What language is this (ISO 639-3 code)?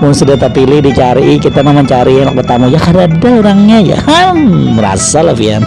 bjn